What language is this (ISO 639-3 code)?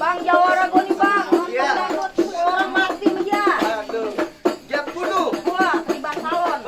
bew